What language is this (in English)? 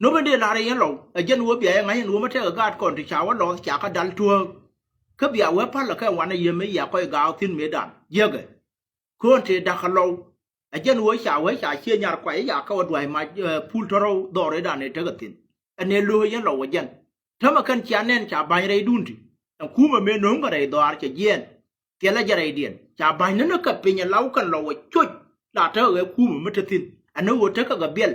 Nuer